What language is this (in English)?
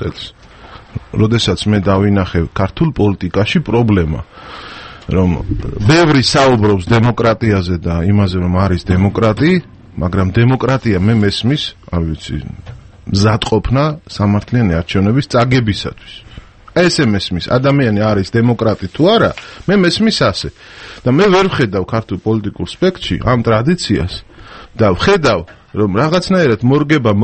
Georgian